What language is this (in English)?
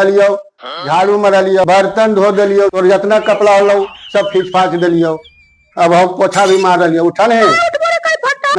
Magahi